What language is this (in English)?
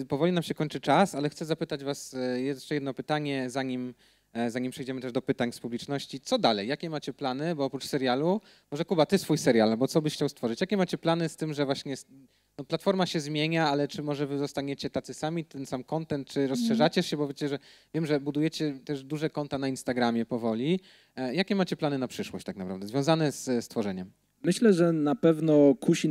Polish